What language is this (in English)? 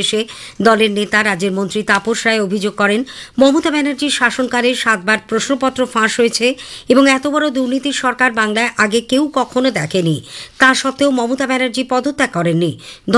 Bangla